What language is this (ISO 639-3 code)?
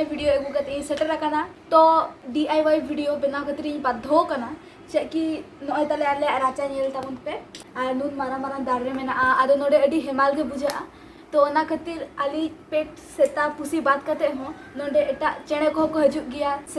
sat